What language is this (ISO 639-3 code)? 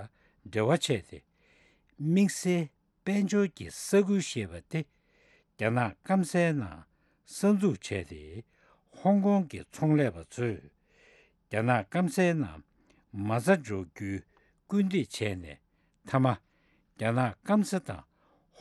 bod